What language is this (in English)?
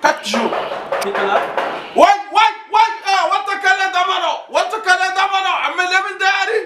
Fula